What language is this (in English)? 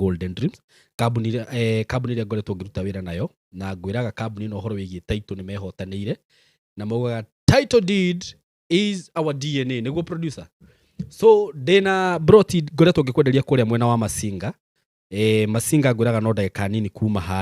Kikuyu